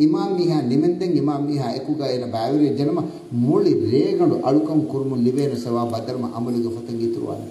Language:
Divehi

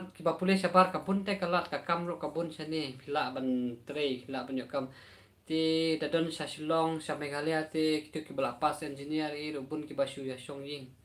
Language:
Khasi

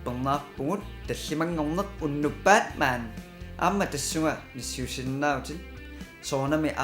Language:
Kalaallisut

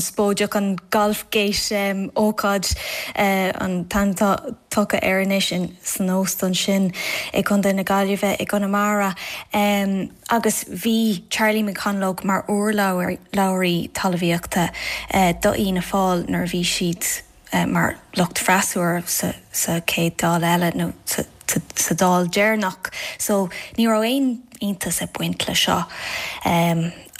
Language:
Irish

